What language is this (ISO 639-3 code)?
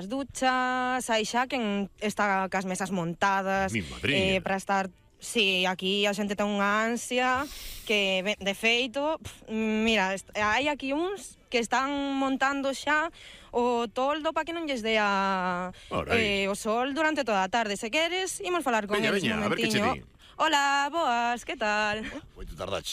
glg